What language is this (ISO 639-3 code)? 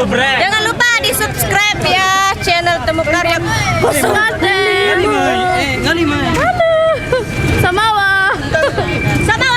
sas